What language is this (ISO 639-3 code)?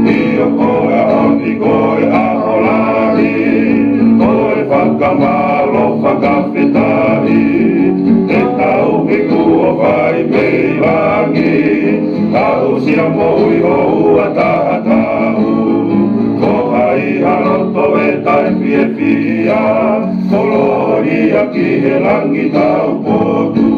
ton